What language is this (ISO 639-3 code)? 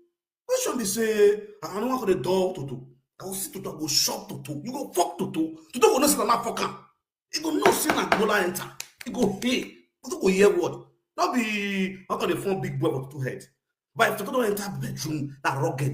pcm